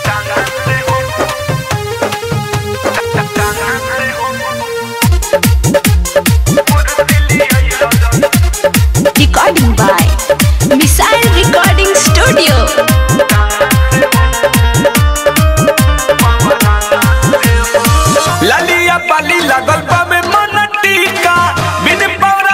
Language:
Bhojpuri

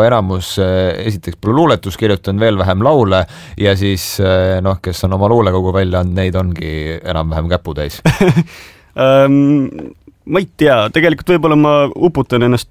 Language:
Estonian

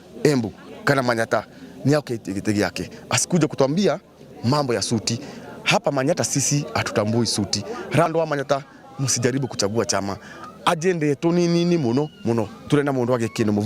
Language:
Meru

